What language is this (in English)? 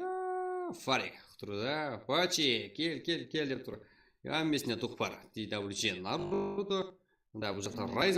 Kara-Kalpak